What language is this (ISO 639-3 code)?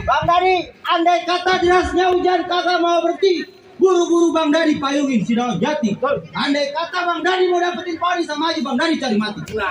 bew